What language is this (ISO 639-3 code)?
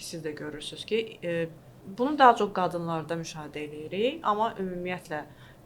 aze